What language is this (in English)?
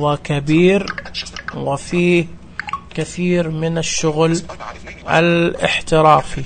Najdi Arabic